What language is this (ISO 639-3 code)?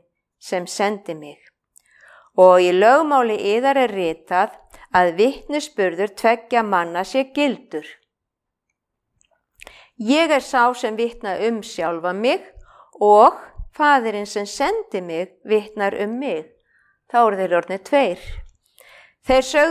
isl